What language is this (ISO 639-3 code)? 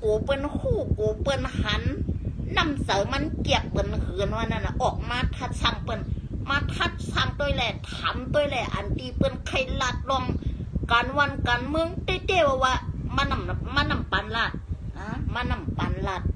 shn